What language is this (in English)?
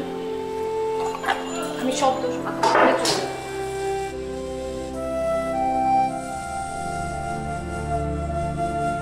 Bangla